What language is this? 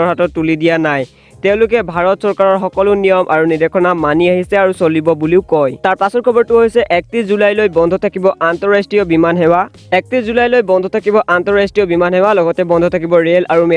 Assamese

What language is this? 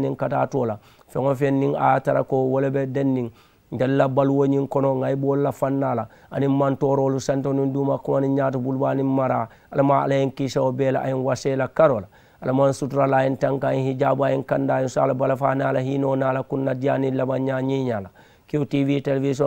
Mandingo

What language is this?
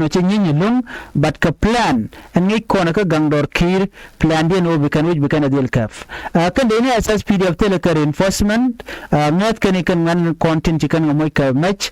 Nuer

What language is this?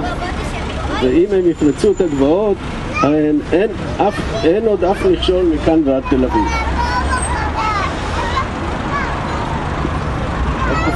Hebrew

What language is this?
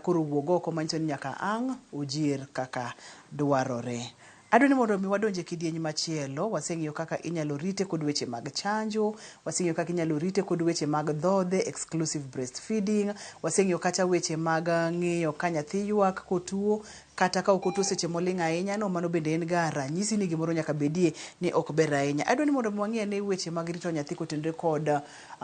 Luo (Kenya and Tanzania)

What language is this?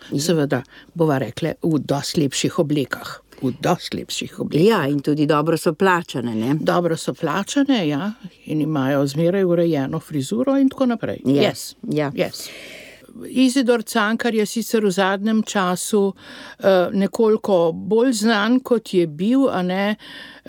Slovenian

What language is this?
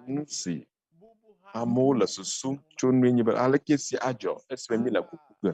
Ewe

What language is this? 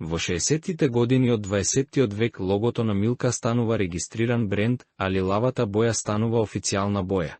Macedonian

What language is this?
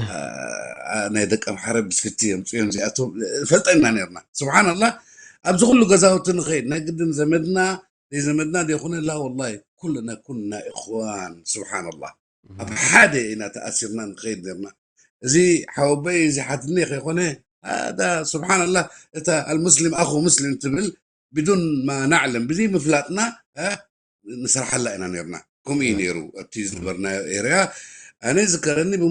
Tigrinya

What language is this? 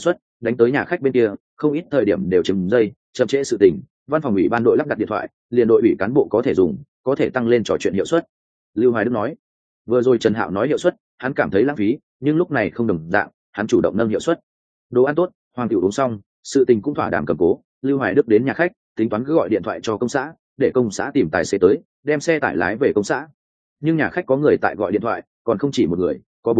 Vietnamese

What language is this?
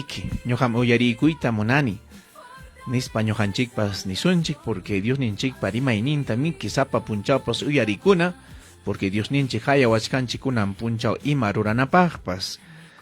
Ayacucho Quechua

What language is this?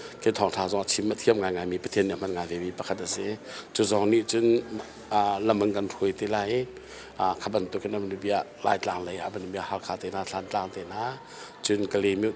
Hakha Chin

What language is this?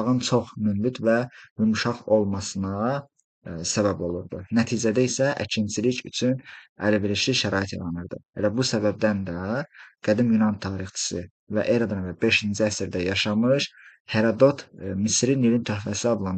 Azerbaijani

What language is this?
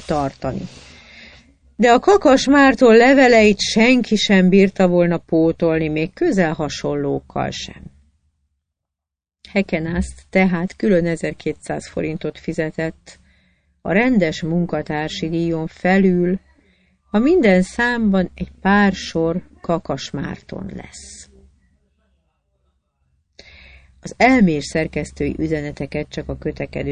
Hungarian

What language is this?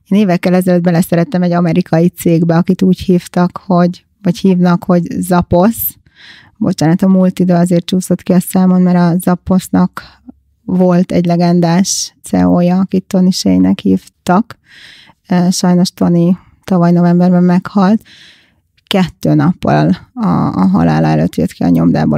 Hungarian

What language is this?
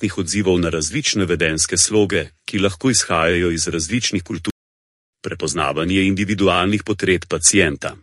Slovenian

